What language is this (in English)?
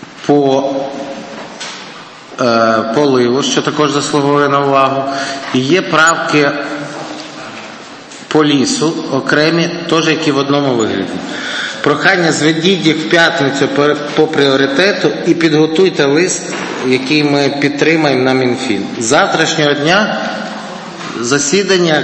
Ukrainian